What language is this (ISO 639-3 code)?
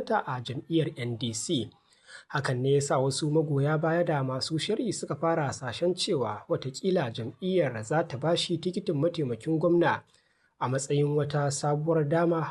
hau